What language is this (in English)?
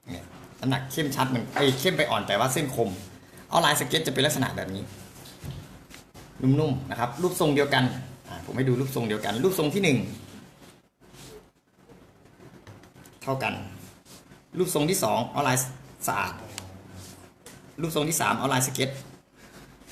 Thai